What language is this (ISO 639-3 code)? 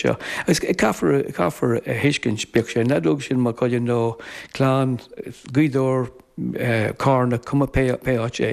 gle